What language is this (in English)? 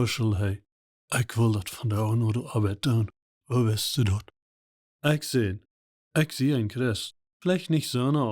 Plautdietsch